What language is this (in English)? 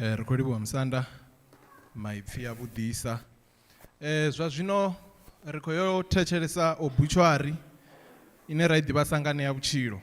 Venda